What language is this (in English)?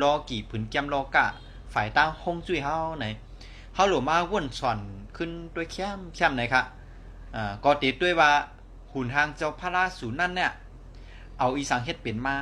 Shan